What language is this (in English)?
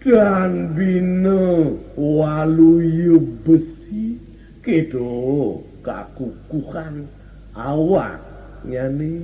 Balinese